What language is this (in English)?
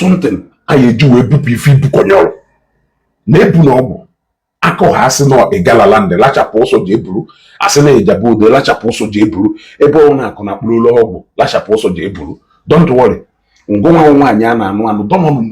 Igbo